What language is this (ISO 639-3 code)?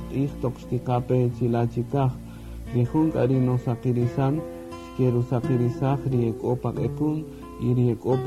cak